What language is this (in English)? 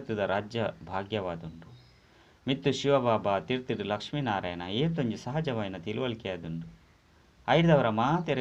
Tulu